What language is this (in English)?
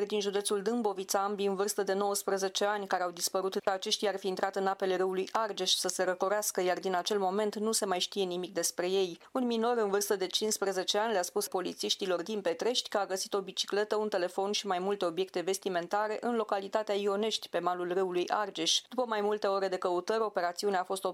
Romanian